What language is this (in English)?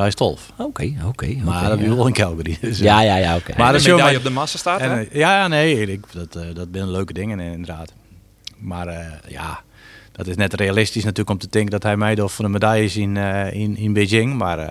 Western Frisian